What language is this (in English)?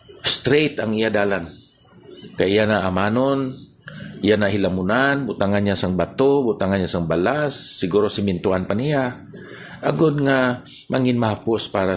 Hiligaynon